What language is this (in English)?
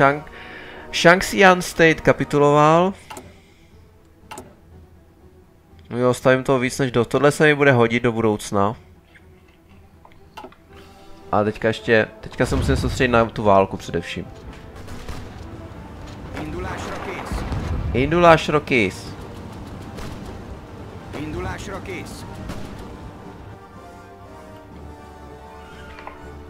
Czech